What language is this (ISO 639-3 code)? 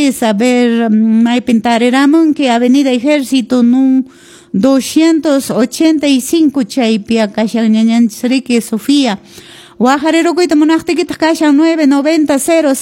que